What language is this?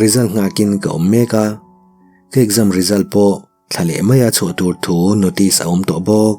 Mizo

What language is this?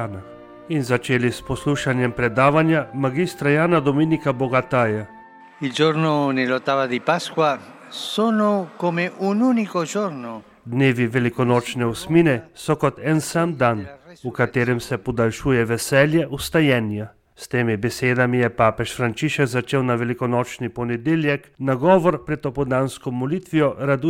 Slovenian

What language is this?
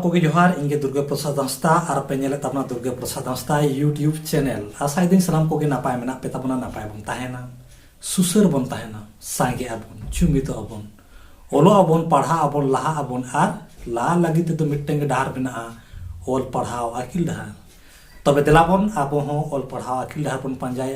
Santali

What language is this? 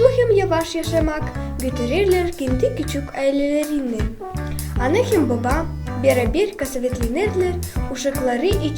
Gagauz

